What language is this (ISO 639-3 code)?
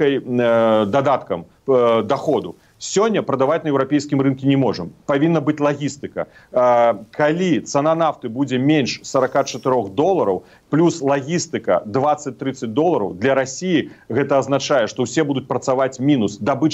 bel